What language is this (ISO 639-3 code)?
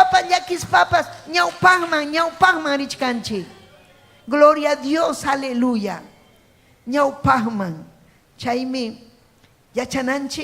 quy